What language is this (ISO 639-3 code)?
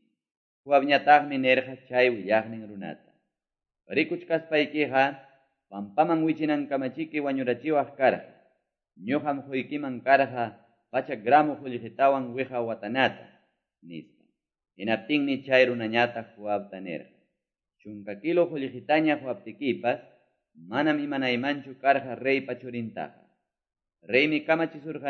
que